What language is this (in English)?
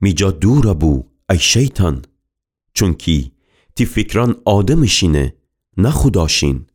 Gilaki